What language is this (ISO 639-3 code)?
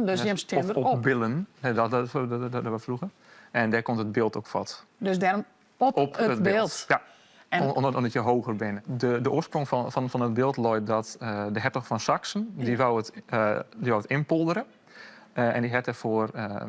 fry